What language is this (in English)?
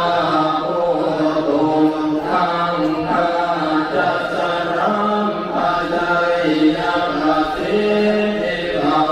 Pali